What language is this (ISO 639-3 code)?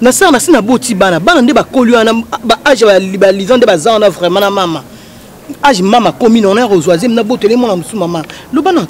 lin